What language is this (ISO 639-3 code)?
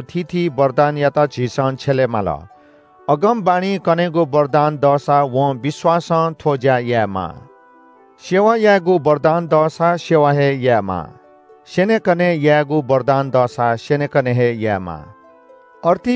new